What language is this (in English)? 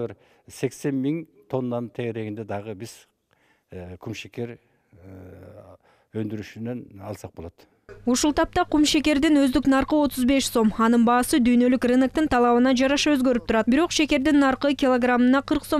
Kyrgyz